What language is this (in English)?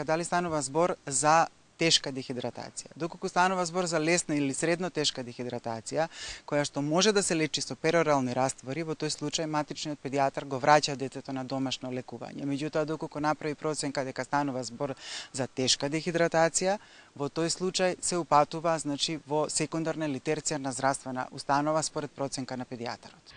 Macedonian